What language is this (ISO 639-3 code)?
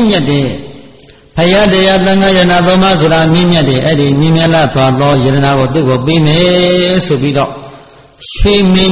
mya